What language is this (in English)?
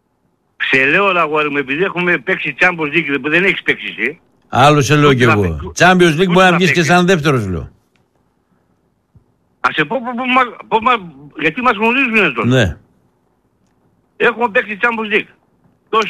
Greek